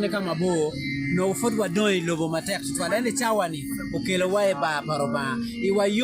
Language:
Acoli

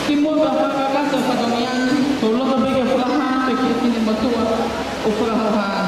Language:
Tongan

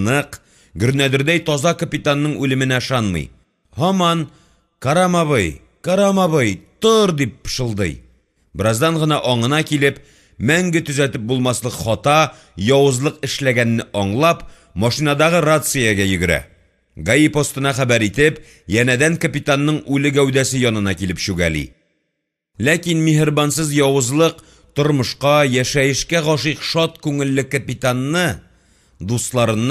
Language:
Tatar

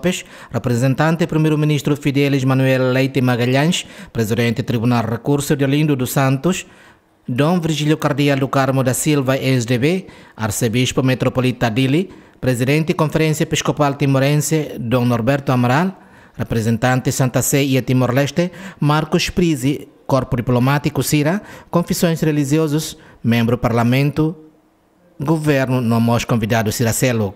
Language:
Tetum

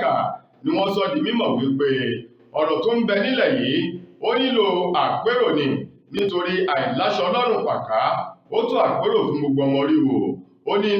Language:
Yoruba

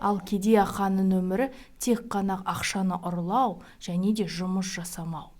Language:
Kazakh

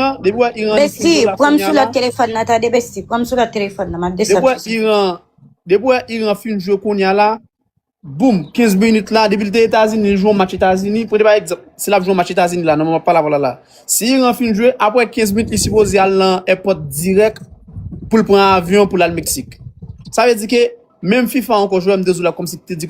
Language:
Haitian Creole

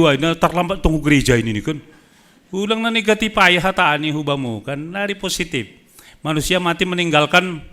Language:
Batak Simalungun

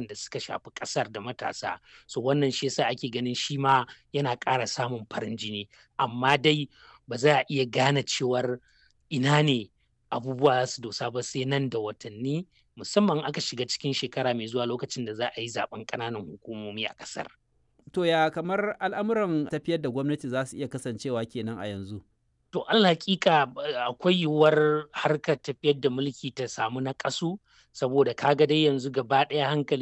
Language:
Hausa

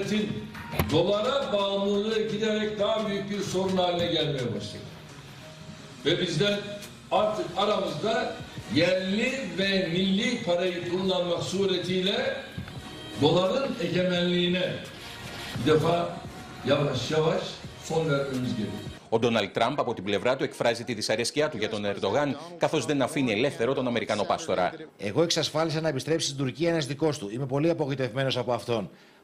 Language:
Greek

